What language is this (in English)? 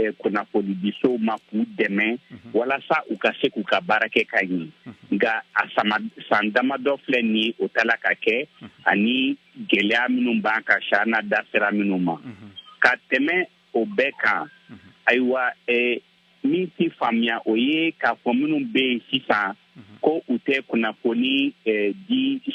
Bambara